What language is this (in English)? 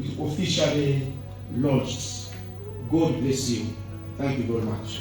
Nyanja